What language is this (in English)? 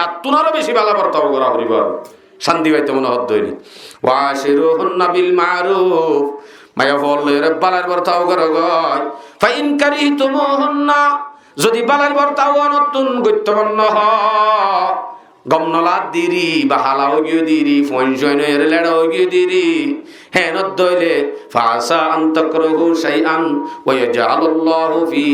Rohingya